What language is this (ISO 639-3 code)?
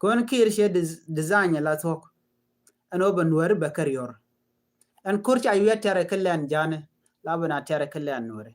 nus